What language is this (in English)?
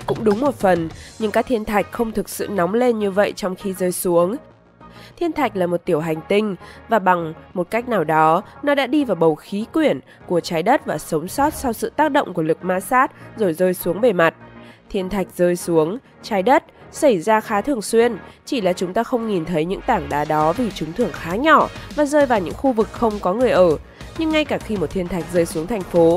Vietnamese